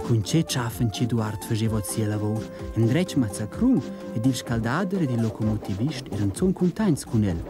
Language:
Romansh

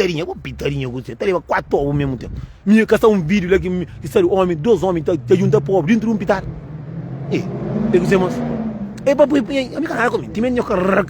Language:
Kabuverdianu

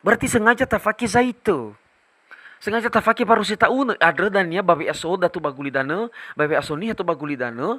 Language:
Nias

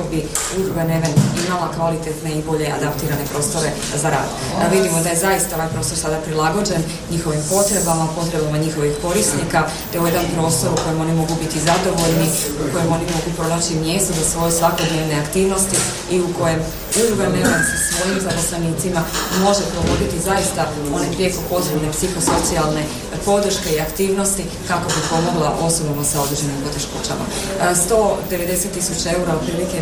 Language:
Croatian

